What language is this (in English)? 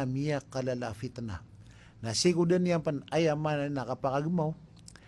Maranao